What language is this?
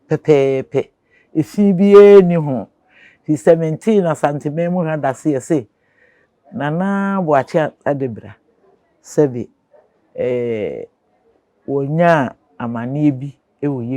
Akan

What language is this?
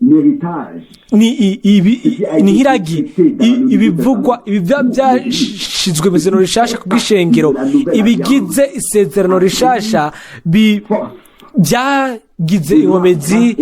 Rundi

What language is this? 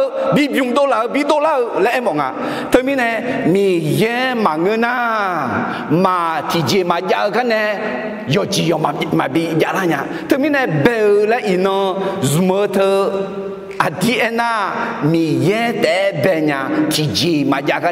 Akha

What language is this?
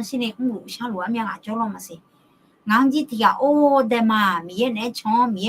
Akha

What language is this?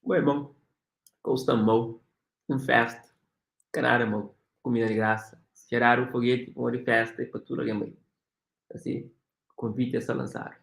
Kabuverdianu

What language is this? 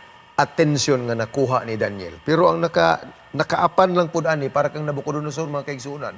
Cebuano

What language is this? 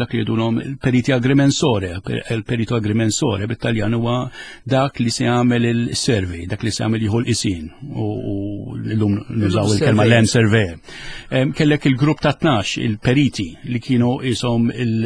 Maltese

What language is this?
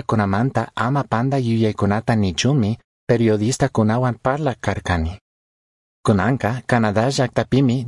Chimborazo Highland Quichua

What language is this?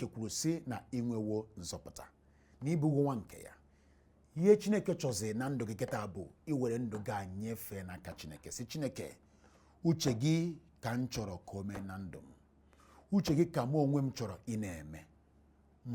Igbo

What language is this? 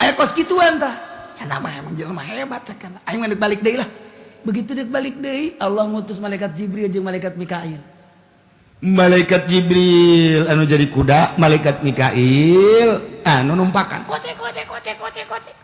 Sundanese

